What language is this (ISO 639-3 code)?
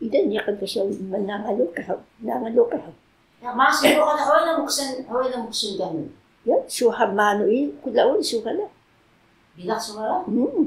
trv